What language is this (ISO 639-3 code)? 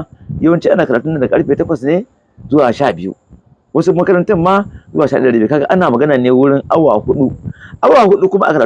hau